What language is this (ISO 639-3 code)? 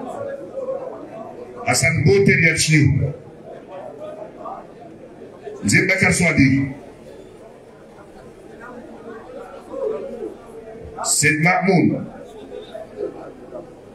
swa